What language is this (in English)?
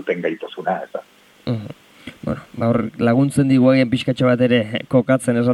Basque